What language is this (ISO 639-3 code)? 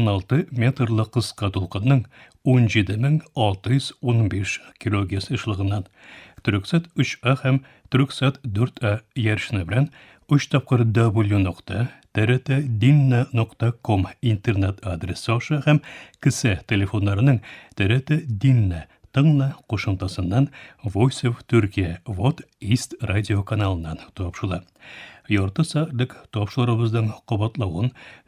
tat